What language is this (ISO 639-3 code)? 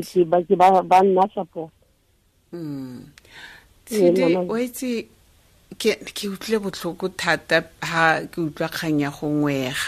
tsn